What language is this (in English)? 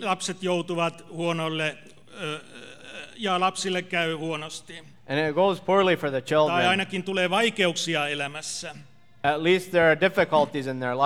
Finnish